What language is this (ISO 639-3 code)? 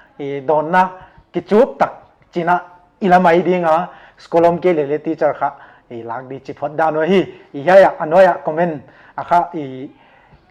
pck